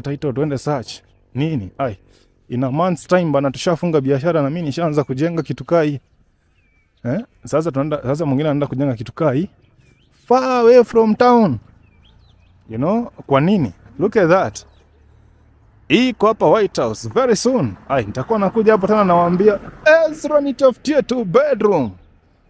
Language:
Swahili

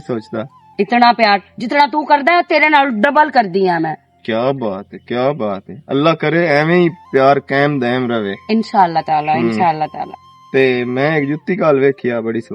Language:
Western Panjabi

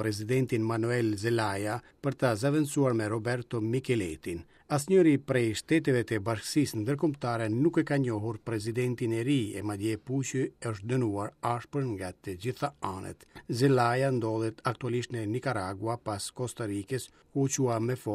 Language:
Albanian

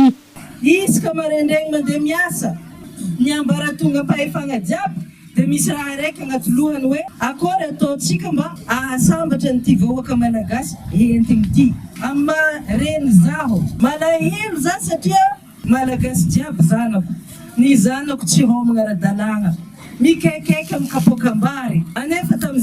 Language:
Malagasy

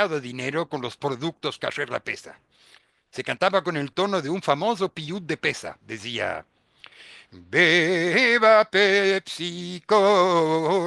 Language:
Ladino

